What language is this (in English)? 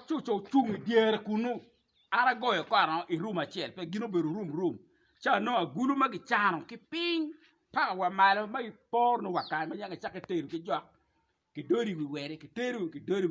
Acoli